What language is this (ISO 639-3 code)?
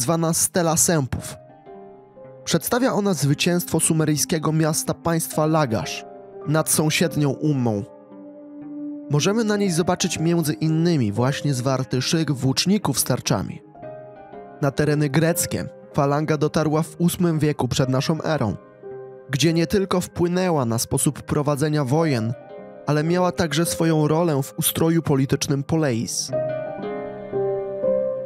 pol